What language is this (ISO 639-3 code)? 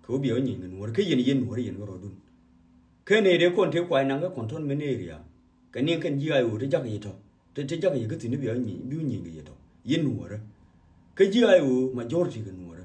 nus